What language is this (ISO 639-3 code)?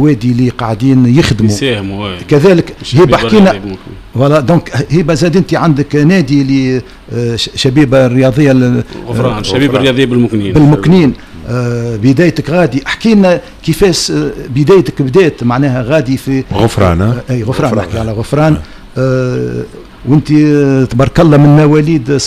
aeb